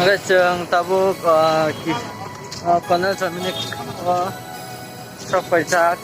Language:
Kok Borok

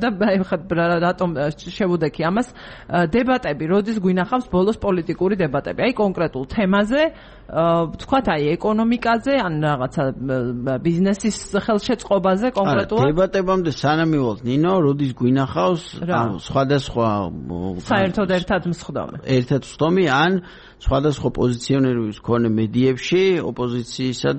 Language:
Georgian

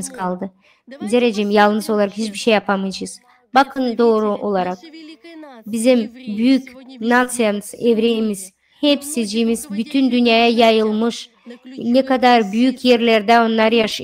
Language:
Gagauz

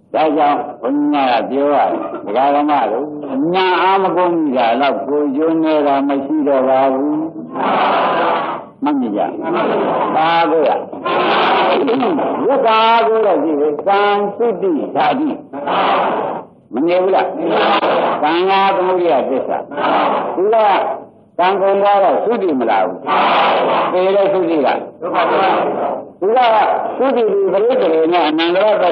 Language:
Burmese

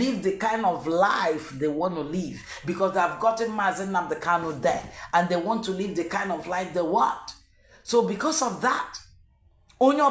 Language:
Igbo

